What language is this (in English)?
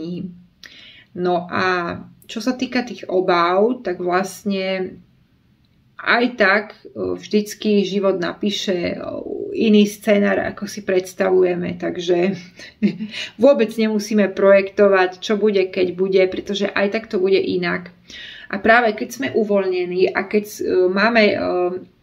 Slovak